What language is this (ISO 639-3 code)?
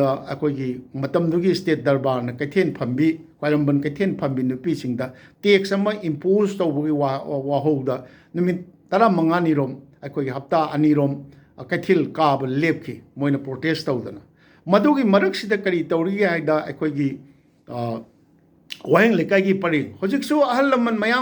mni